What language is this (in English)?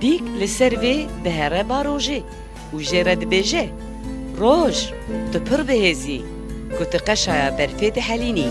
Kurdish